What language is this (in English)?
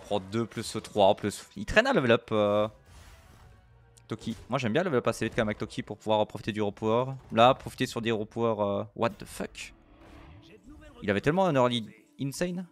French